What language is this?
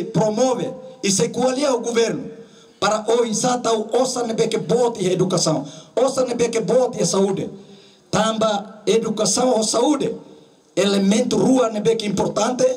Tetum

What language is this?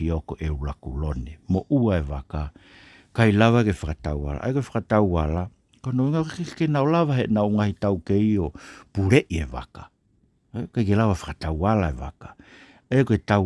Tongan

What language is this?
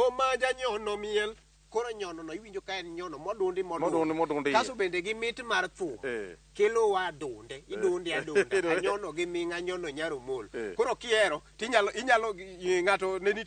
Luo (Kenya and Tanzania)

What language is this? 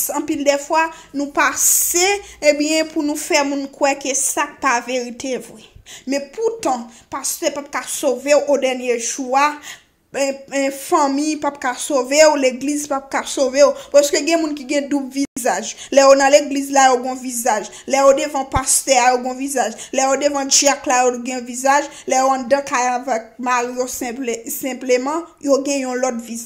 Haitian Creole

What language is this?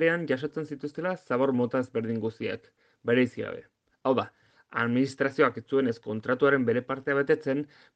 Basque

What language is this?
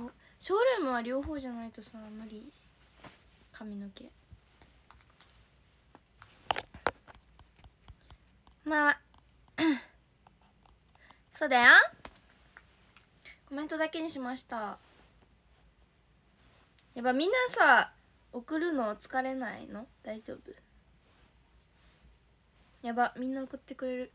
Japanese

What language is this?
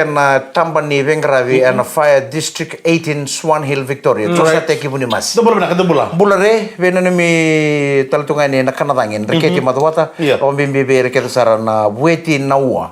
Fijian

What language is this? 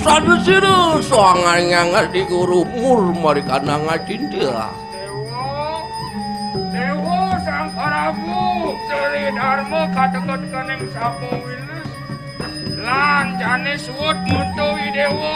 Balinese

